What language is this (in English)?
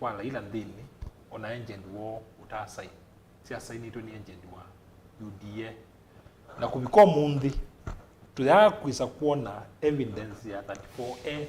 Kamba